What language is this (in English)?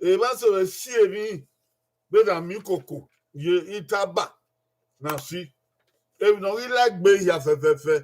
Bini